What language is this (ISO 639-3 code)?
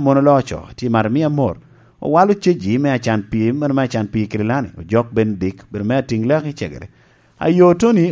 laj